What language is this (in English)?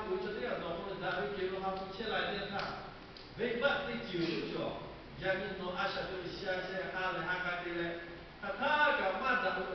Lahu